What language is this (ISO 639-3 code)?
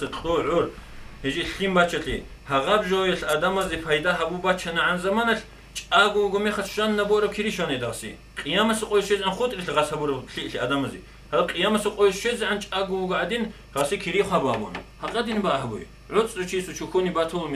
ava